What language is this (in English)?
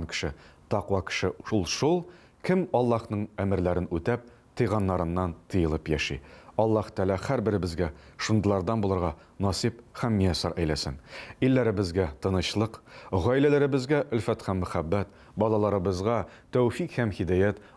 Tatar